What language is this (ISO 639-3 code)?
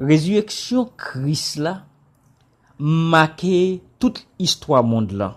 hat